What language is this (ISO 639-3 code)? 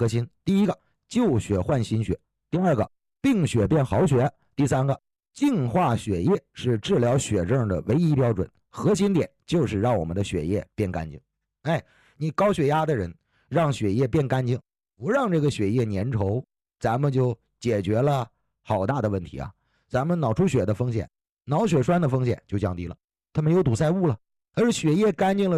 zho